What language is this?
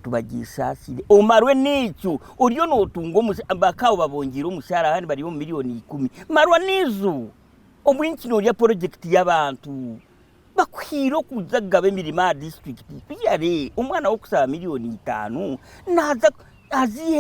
Nyankole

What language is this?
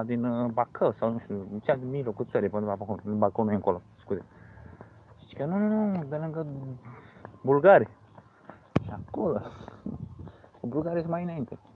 Romanian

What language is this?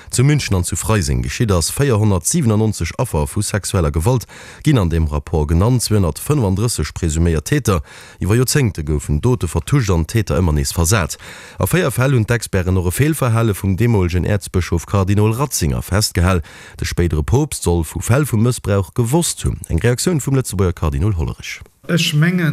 Luxembourgish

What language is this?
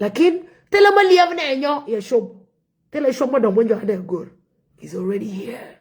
Nuer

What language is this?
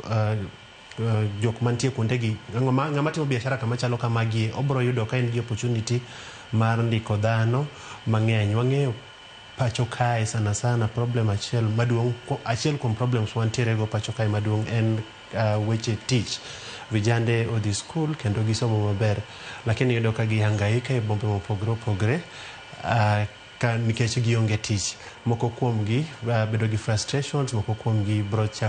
Luo (Kenya and Tanzania)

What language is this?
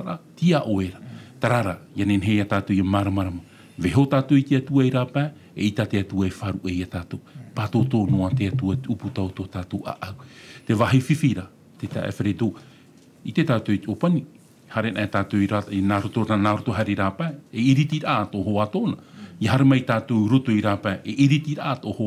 Tahitian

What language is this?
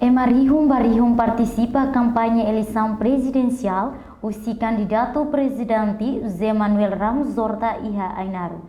Tetum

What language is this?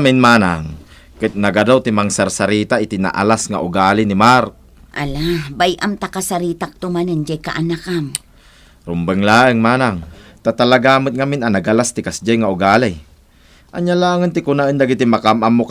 Iloko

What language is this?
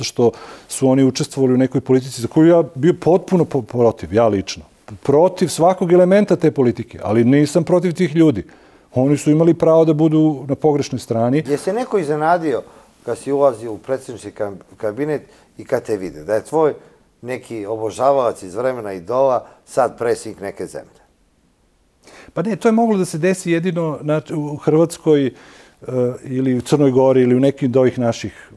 Serbian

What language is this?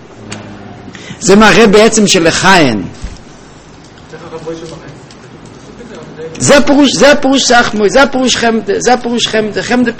Hebrew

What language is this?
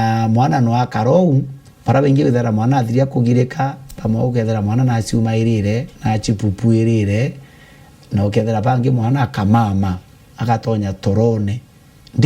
Meru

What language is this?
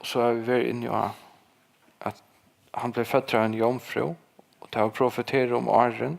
Faroese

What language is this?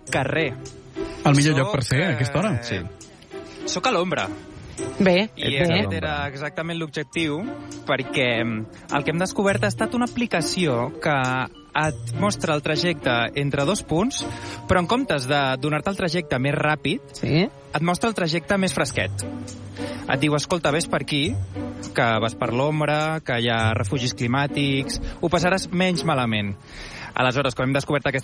Catalan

